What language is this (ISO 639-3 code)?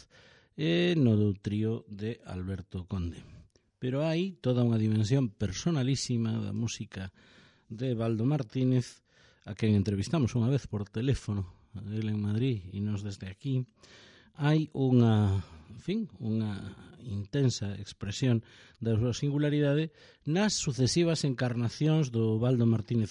glg